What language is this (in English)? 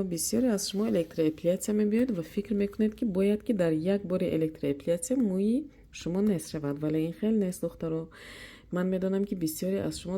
Tajik